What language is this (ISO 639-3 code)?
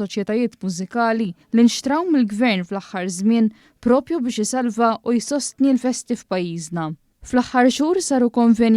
mlt